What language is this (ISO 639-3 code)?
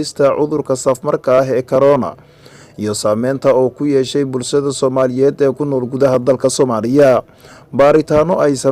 som